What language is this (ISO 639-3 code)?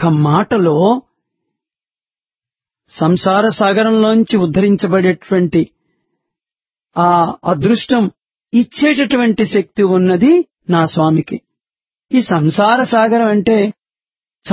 tel